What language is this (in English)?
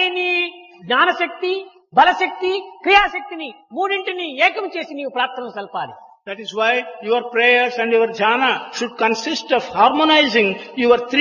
Telugu